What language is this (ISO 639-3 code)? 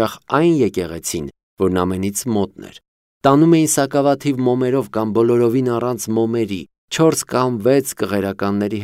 hye